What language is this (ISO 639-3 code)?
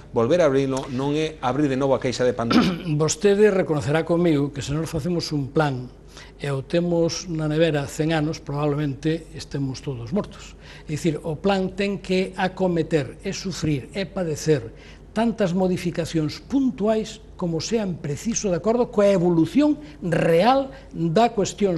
glg